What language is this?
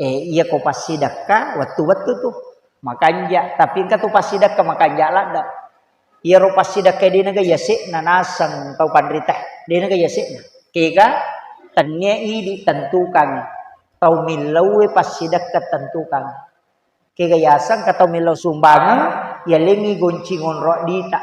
Buginese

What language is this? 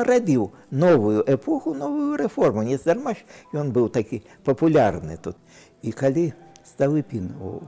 Belarusian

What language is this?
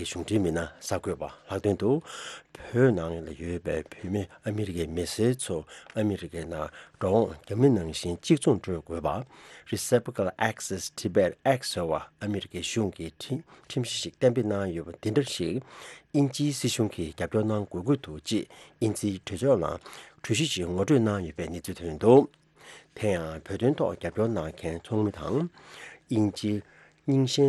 Tibetan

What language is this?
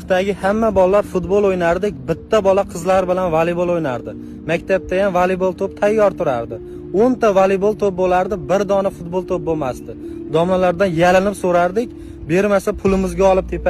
Uzbek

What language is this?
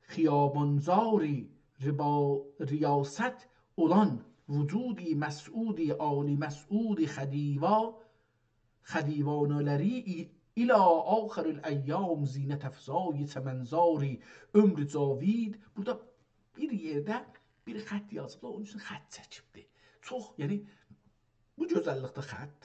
South Azerbaijani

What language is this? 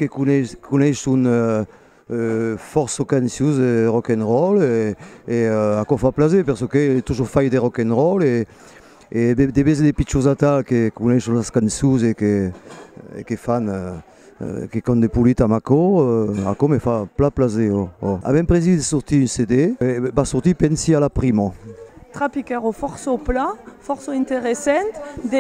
Occitan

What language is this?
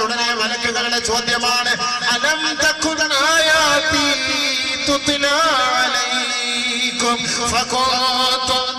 Malayalam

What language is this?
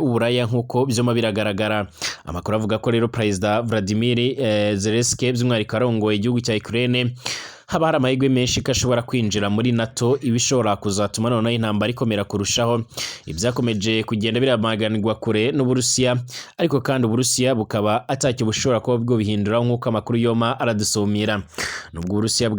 Rundi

